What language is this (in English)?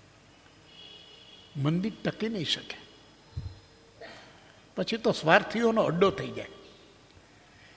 Gujarati